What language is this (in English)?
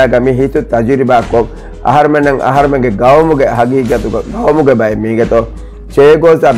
Divehi